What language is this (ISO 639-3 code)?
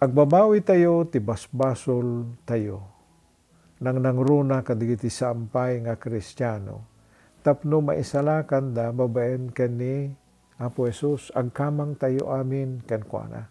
ilo